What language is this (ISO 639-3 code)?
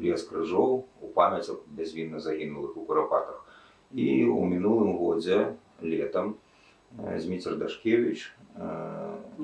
bel